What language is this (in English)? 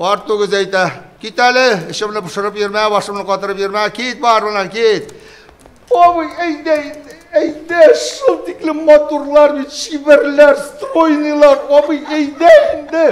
Bashkir